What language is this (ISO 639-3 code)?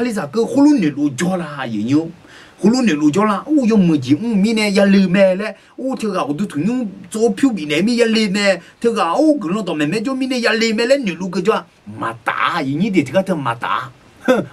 ahk